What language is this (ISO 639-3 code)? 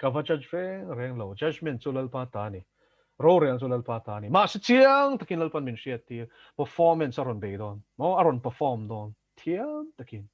lus